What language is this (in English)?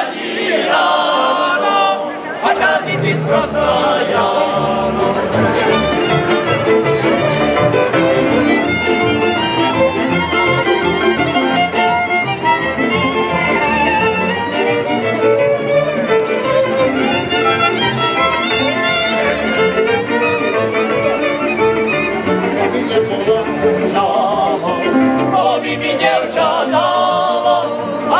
Slovak